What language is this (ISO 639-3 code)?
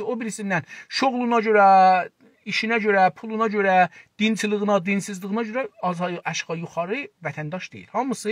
azb